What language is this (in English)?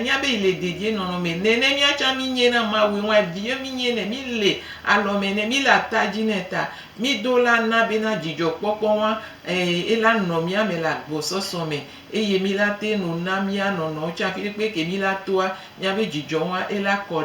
Gen